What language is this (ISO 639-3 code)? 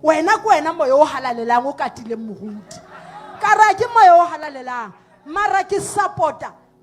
sot